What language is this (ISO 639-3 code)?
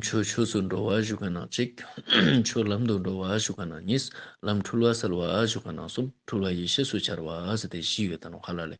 lbj